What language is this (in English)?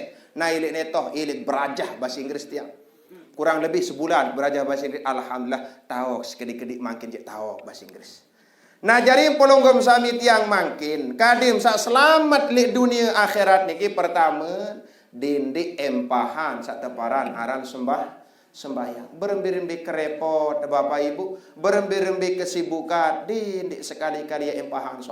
Sasak